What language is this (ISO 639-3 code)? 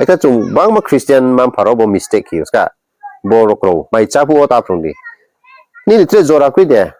ria